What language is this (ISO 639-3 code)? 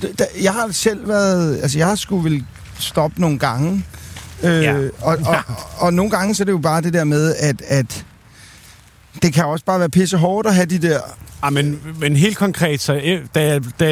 dan